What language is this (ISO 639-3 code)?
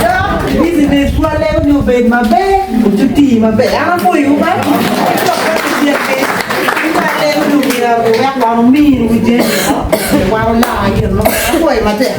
ach